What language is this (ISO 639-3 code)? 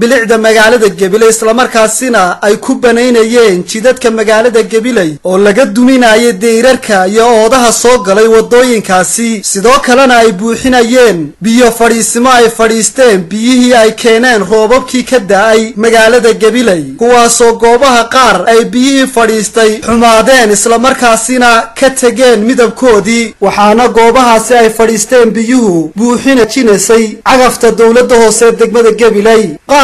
som